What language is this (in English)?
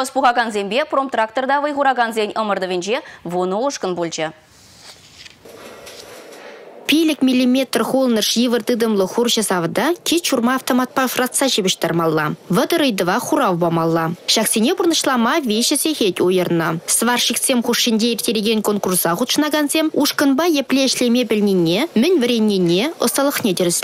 Chuvash